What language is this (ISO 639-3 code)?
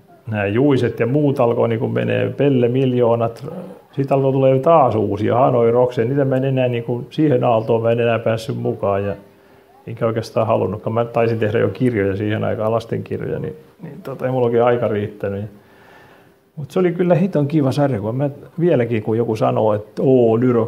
fin